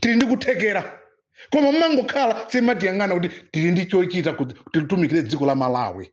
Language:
Nyanja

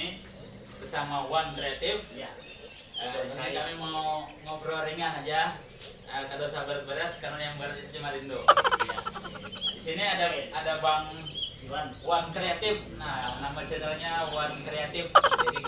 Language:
Banjar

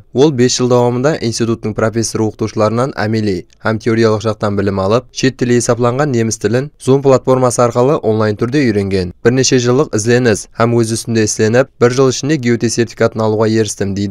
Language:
Kara-Kalpak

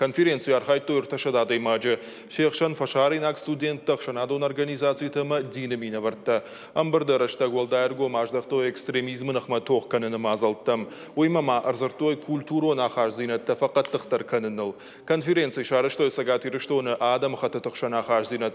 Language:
Ossetic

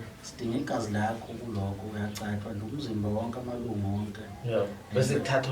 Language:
Zulu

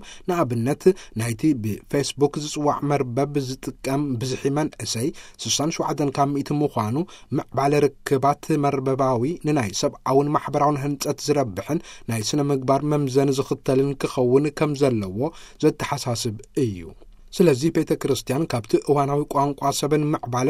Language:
Tigrinya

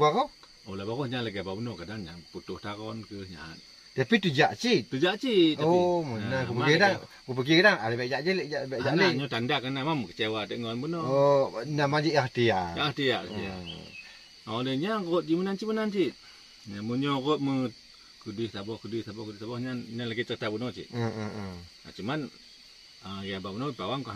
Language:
Achinese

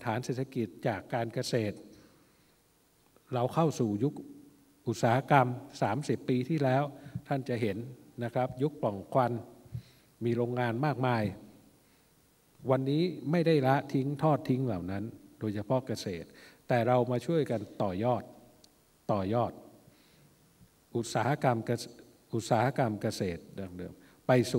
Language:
Thai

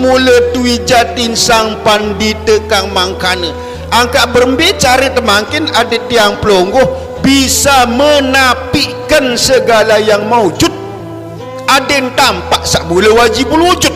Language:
Sasak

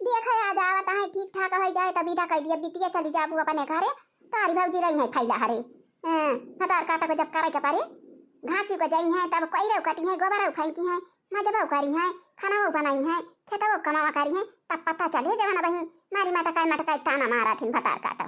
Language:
Awadhi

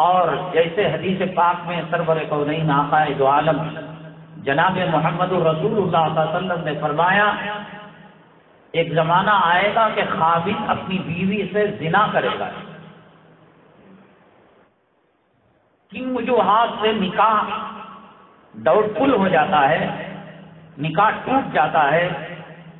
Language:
Urdu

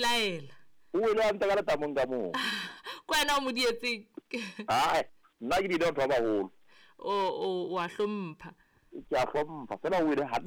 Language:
Southern Sotho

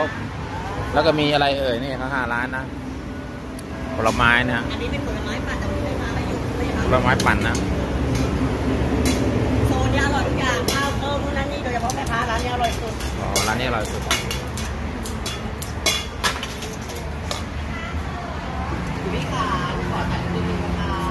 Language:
Thai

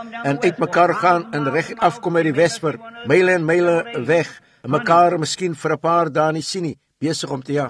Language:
Afrikaans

